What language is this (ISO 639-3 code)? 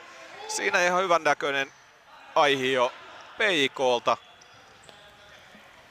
fin